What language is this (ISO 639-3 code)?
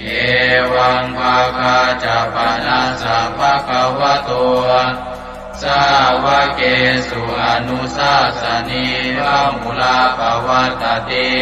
pli